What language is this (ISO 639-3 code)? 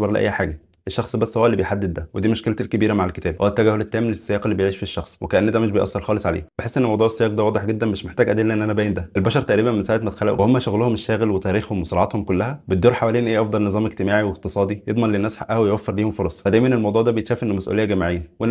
arz